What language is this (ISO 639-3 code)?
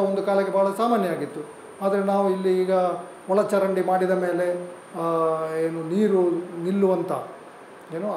kan